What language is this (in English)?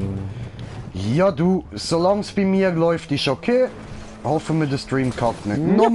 Swiss German